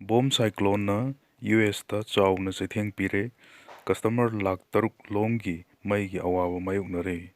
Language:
Manipuri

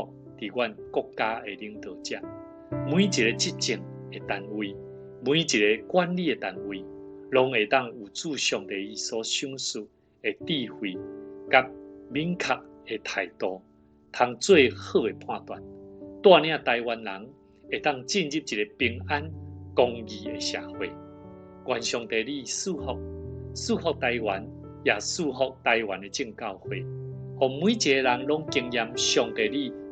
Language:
Min Nan Chinese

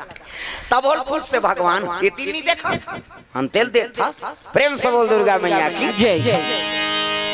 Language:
Chhattisgarhi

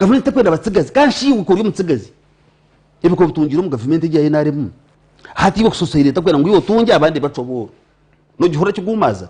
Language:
Nyankole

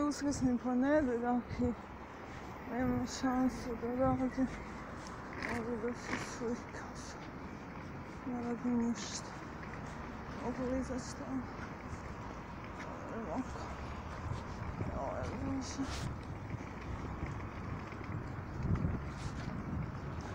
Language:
Croatian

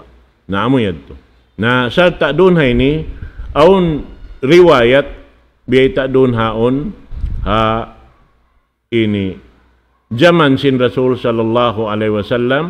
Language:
Tausug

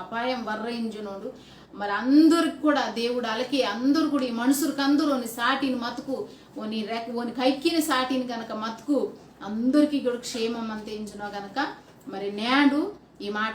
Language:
Koya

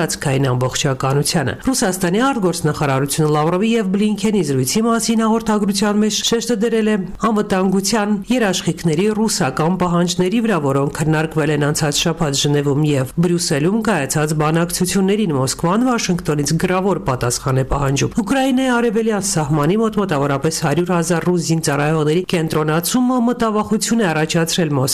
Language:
Armenian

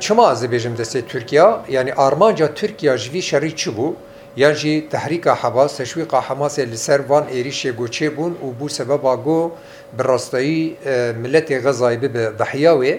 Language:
Kurdish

